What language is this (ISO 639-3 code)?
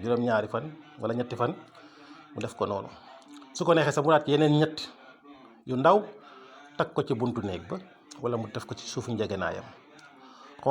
wol